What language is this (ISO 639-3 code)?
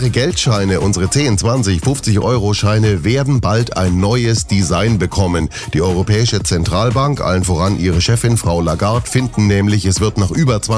deu